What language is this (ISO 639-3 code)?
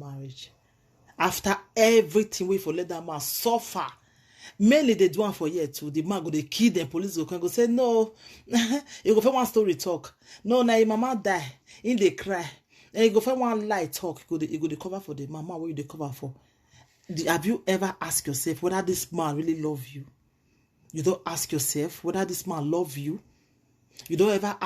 pcm